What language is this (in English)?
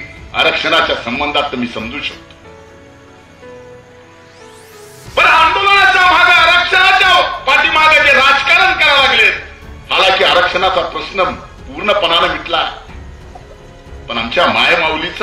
Marathi